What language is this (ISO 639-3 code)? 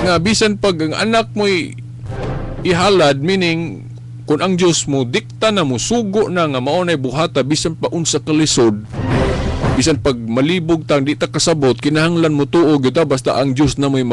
ceb